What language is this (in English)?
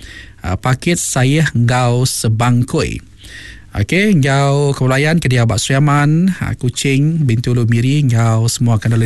Iban